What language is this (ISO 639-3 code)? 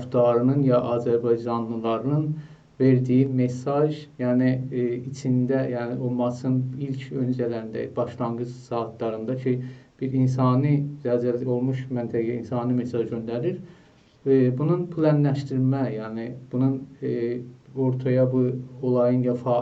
azb